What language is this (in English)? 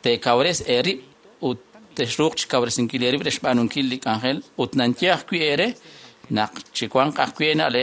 Kekchí